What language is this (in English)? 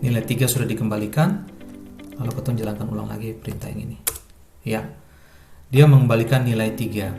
Ambonese Malay